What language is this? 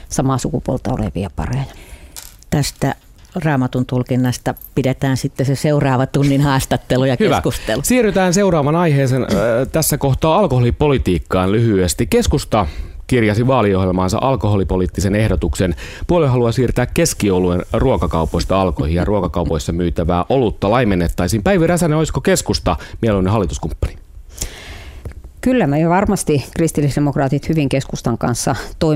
Finnish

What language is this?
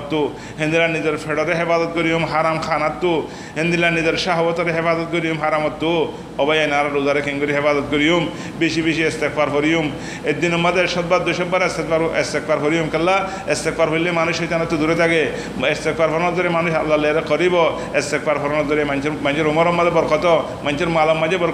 Rohingya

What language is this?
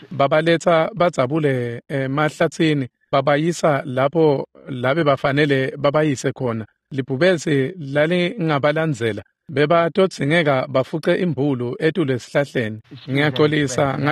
Swati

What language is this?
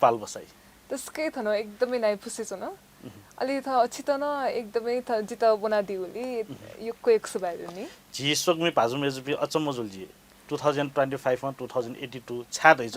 Newari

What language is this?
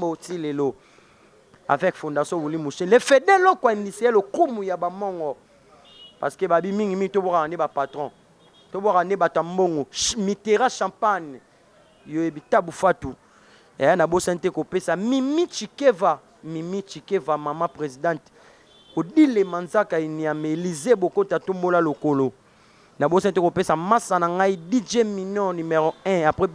Lingala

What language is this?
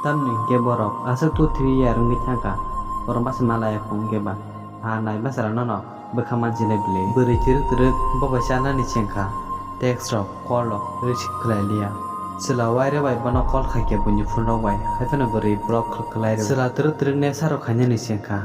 Kok Borok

